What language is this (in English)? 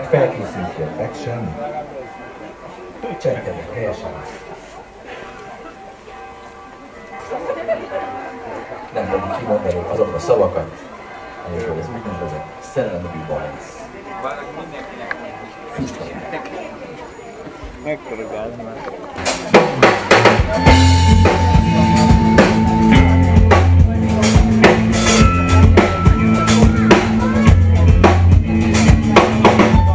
Hungarian